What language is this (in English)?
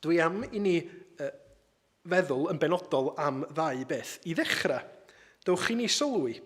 Welsh